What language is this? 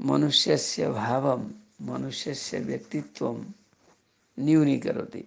Sanskrit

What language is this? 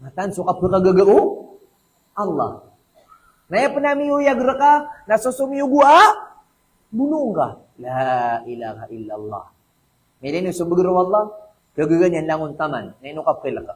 Maranao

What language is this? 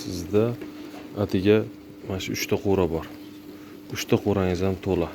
Uzbek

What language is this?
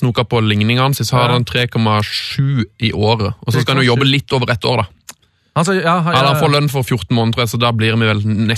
Norwegian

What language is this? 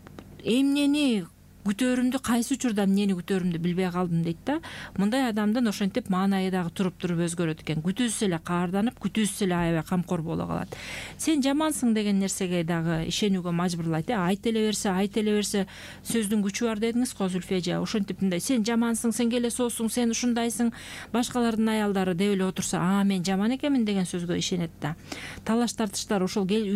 Kyrgyz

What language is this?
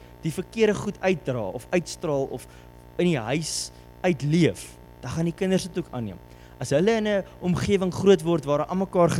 Afrikaans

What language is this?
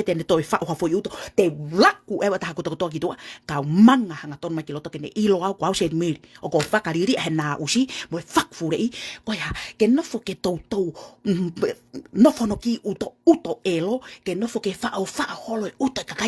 Tongan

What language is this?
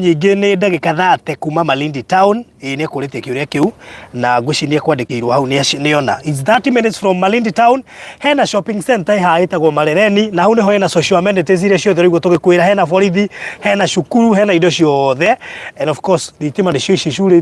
Kikuyu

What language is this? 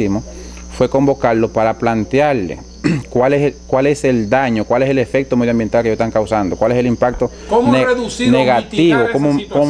Spanish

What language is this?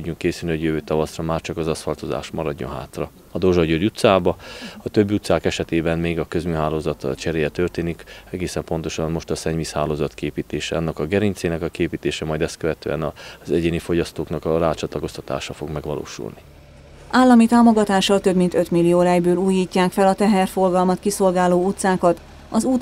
Hungarian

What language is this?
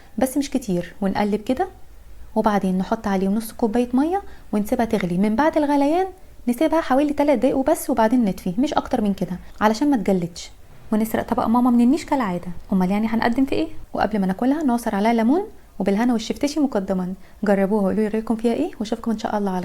Egyptian Arabic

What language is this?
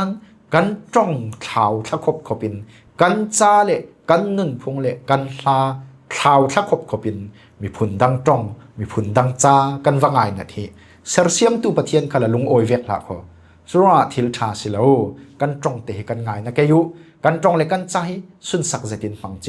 Falam Chin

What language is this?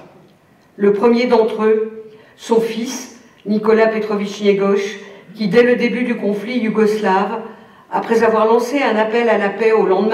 French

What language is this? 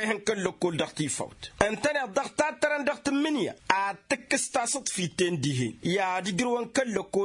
Tamasheq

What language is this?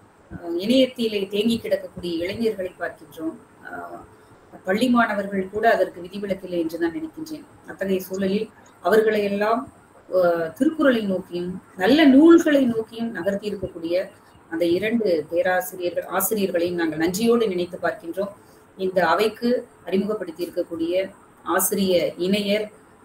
Tamil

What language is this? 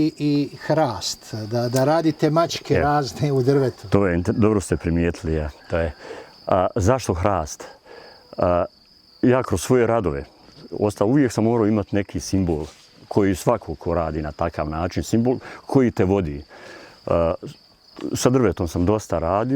Bosnian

